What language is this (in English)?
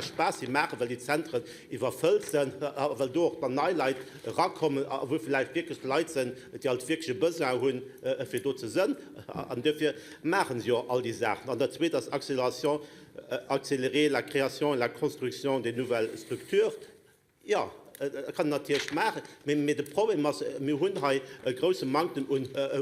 Luxembourgish